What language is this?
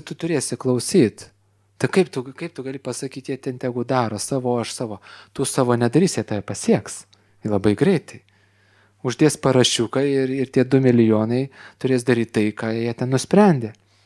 Lithuanian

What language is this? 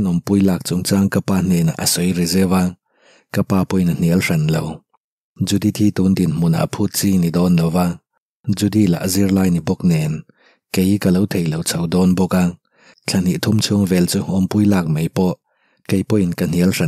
Mizo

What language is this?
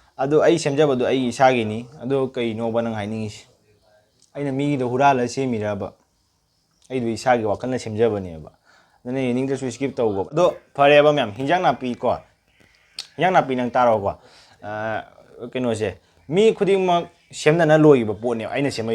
Manipuri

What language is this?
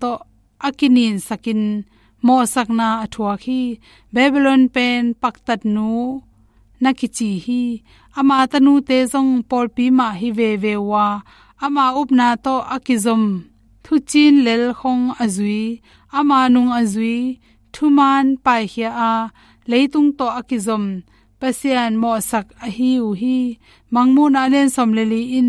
Tedim Chin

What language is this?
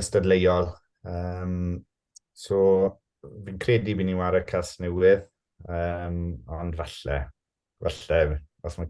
Welsh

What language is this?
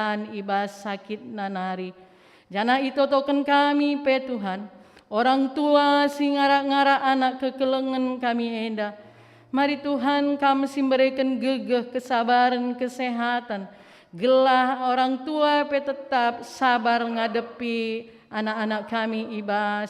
Batak Karo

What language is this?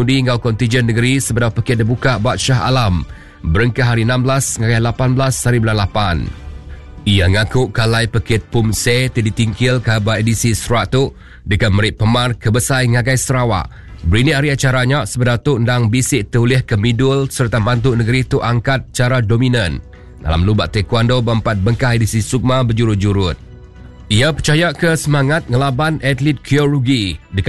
Iban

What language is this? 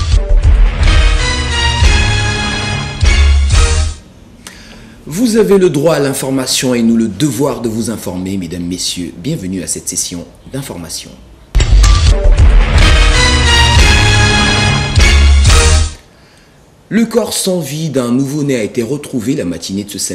French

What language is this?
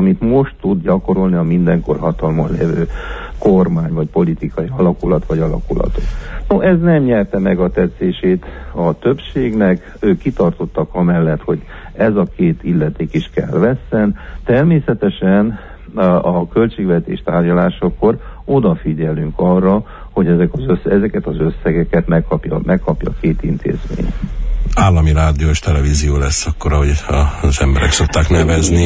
Hungarian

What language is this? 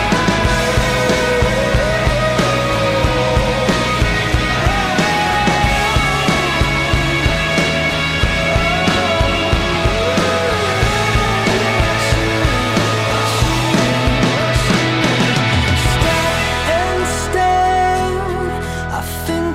Italian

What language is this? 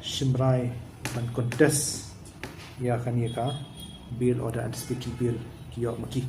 Khasi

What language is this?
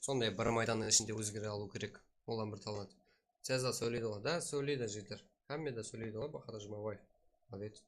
Kara-Kalpak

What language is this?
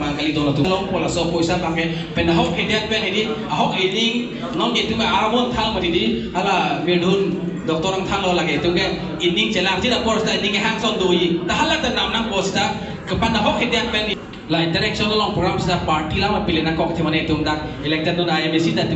Karbi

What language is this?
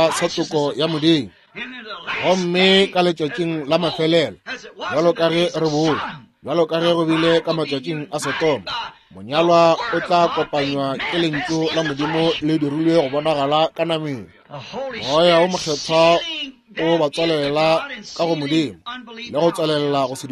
Northern Sotho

